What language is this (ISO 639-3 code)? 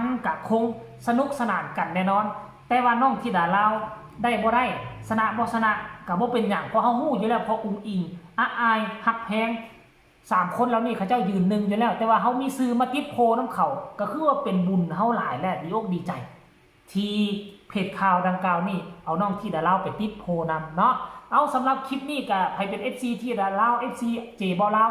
tts